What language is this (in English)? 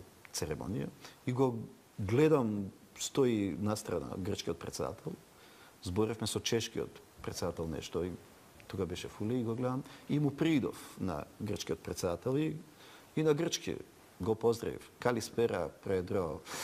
Macedonian